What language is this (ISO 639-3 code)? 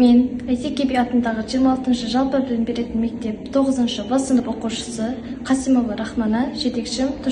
kaz